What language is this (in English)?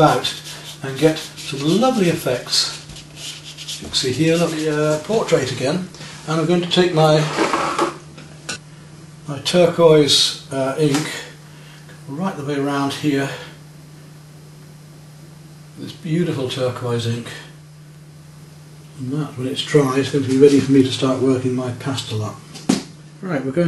English